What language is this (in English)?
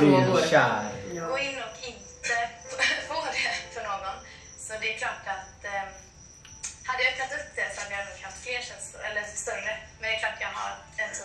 Swedish